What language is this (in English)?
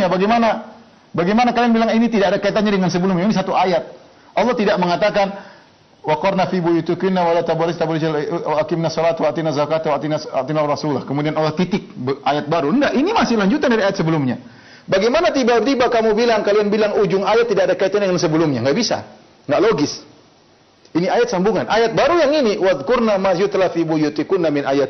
Indonesian